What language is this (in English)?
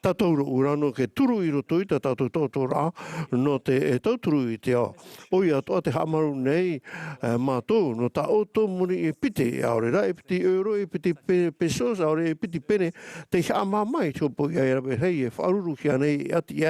Tahitian